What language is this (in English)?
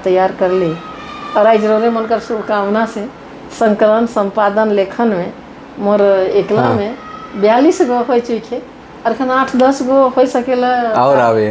Sadri